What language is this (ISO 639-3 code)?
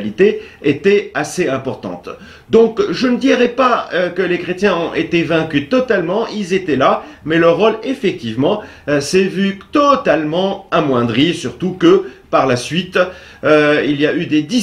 fra